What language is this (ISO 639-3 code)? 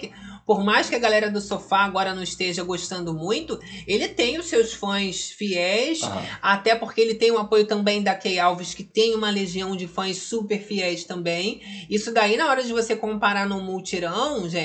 por